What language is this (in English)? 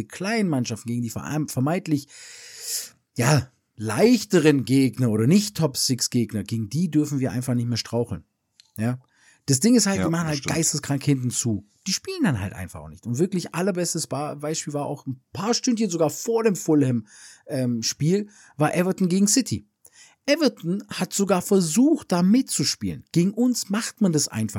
German